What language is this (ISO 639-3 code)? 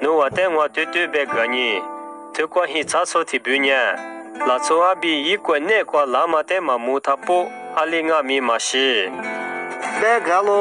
lis